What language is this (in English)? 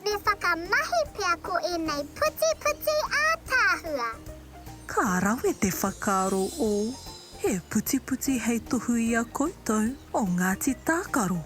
Māori